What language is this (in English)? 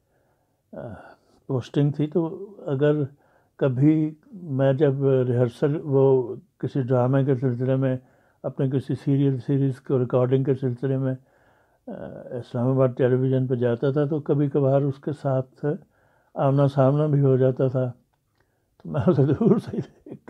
Urdu